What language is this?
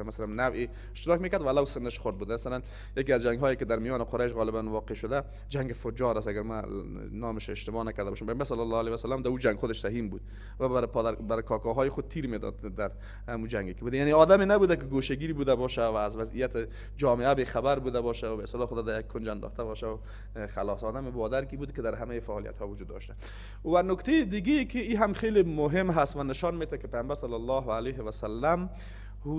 Persian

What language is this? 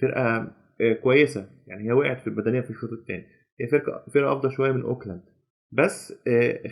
Egyptian Arabic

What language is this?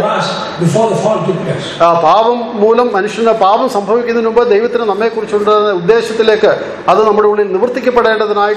Malayalam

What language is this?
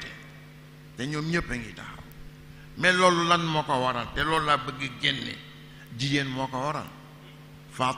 Wolof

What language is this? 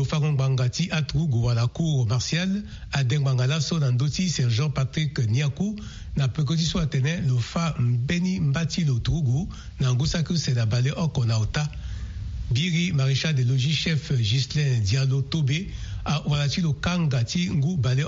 Sango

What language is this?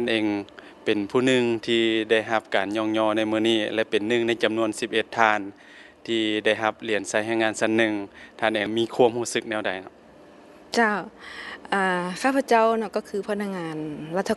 Lao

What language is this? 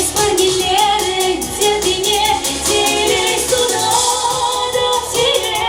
Chuvash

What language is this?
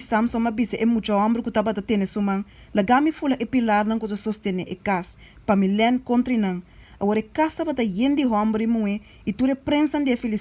Papiamento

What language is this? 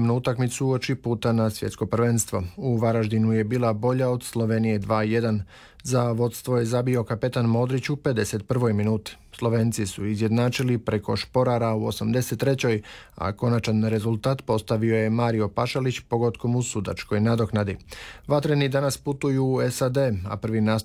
Croatian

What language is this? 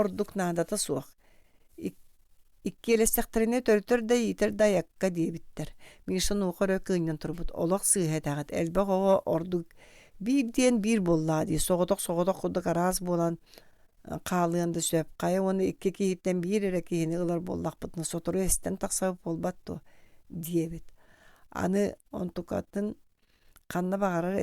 Yakut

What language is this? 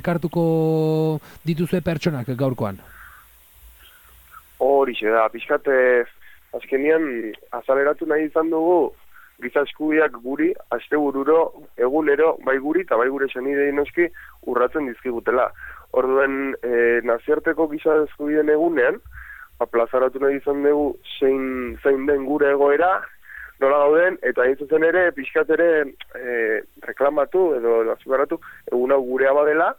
Basque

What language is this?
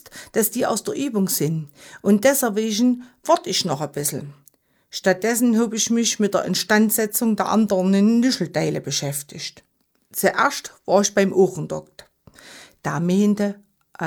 German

